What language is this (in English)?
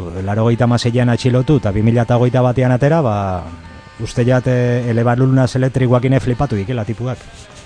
Basque